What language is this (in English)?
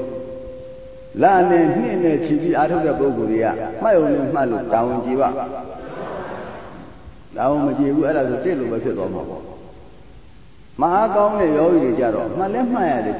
Burmese